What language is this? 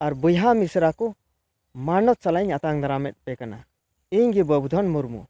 Santali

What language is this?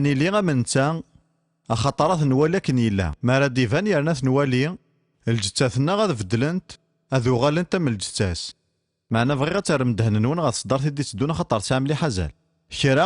Kabyle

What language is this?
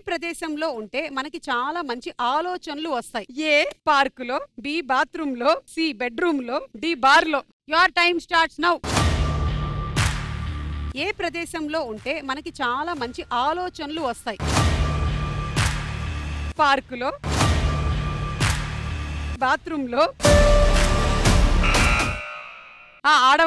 Telugu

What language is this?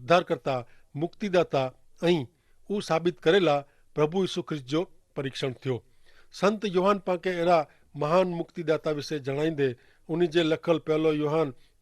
Kachhi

